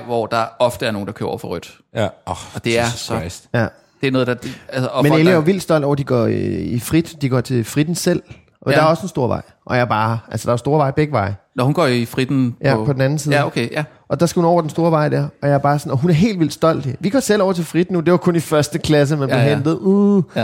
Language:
Danish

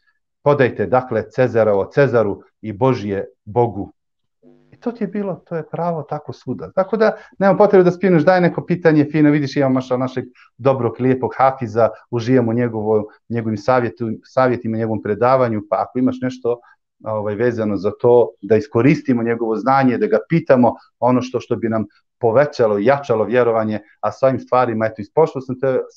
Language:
Bosnian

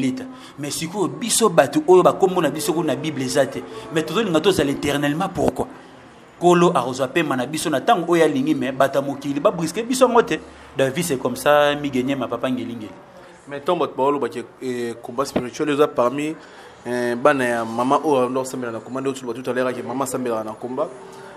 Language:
Lingala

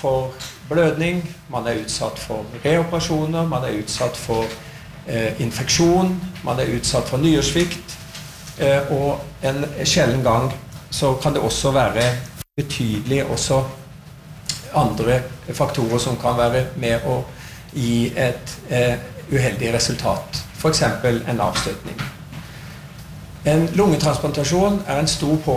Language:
Norwegian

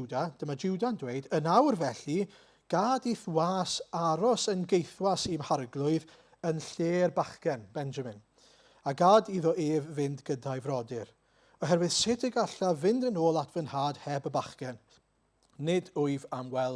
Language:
Welsh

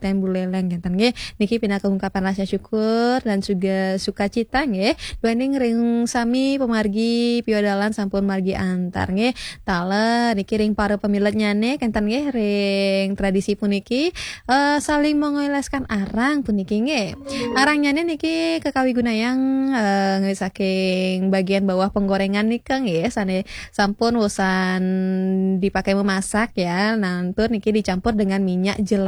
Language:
Balinese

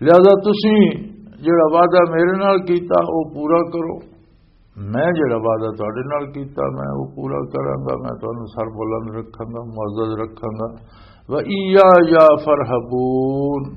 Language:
Western Panjabi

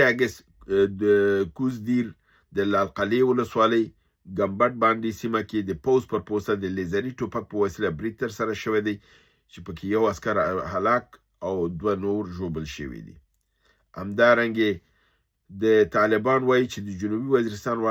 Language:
Pashto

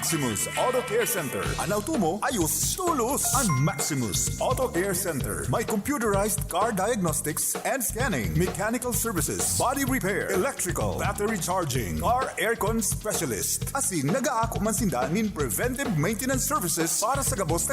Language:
Bikol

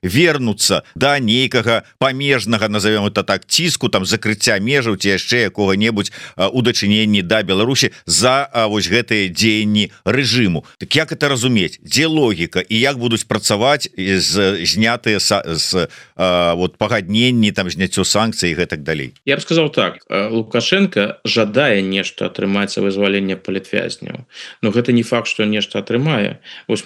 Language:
Belarusian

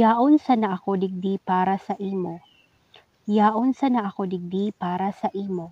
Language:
Bikol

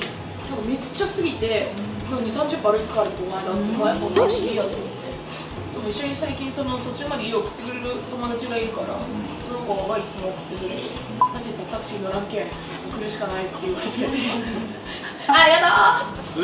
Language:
Japanese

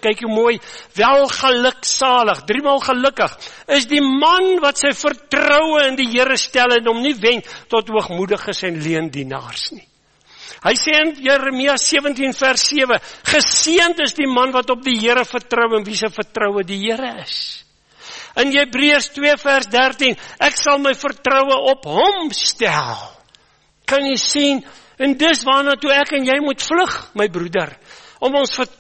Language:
Afrikaans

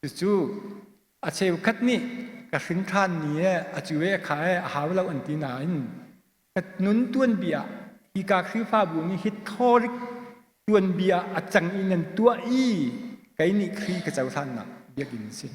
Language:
Hakha Chin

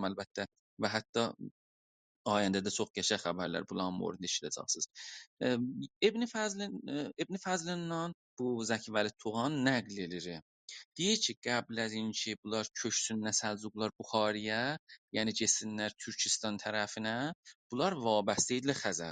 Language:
South Azerbaijani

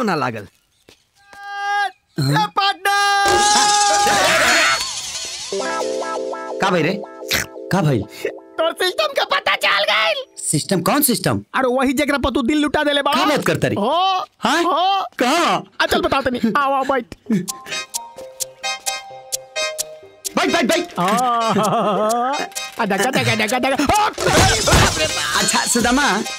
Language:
Bhojpuri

